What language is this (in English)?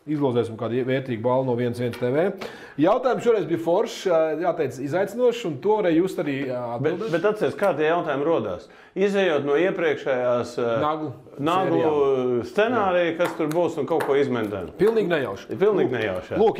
Latvian